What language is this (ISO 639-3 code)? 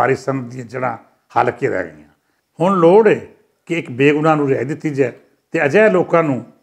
lah